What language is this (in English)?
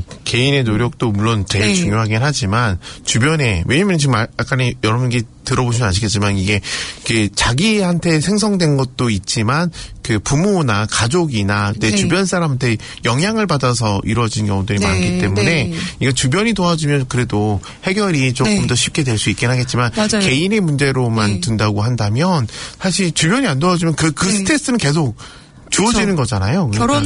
Korean